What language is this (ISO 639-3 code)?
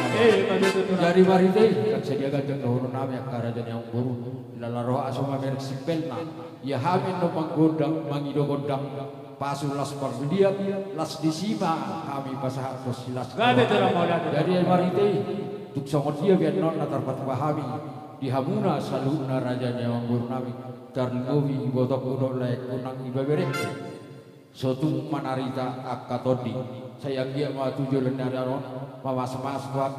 bbc